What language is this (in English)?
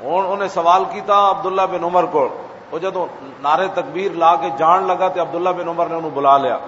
Western Panjabi